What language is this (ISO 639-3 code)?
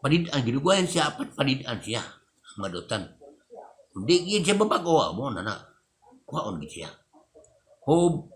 ceb